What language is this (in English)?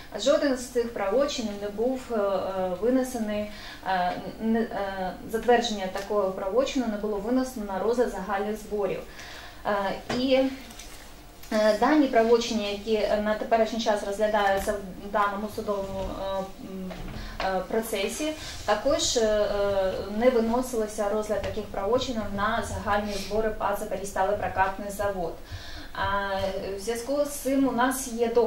Ukrainian